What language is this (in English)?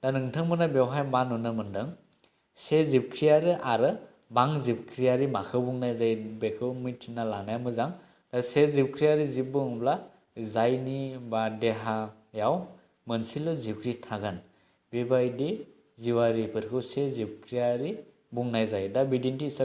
Bodo